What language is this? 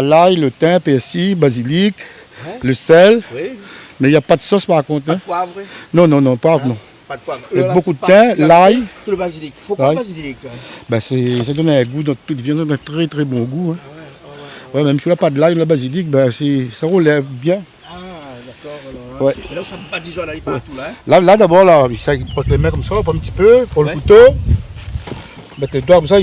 Réunion Creole French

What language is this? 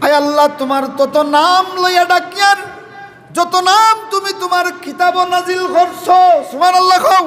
Sylheti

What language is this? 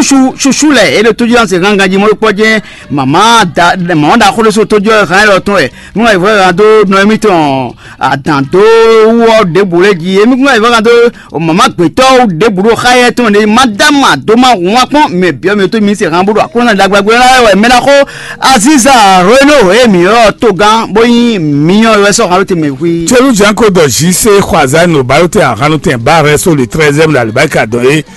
Fon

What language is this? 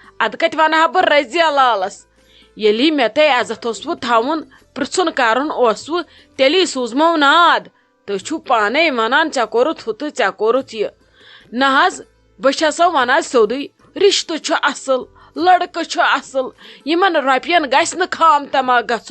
Kashmiri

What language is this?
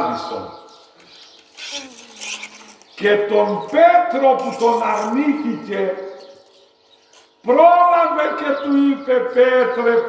Greek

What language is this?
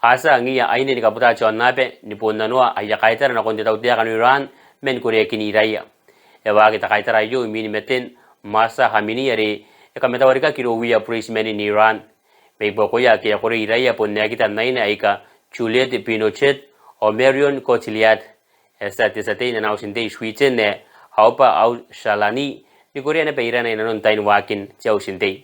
Gilbertese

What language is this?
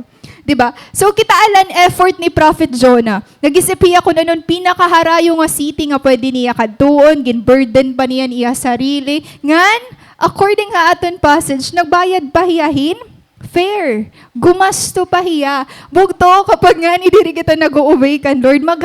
Waray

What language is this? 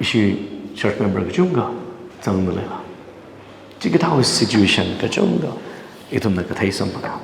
Tangkhul Naga (India)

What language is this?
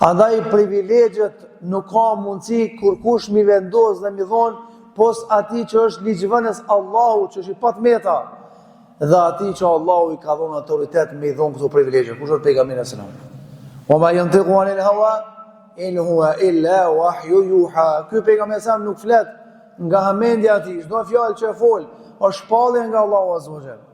Albanian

